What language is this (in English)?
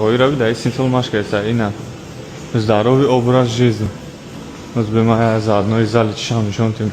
Tajik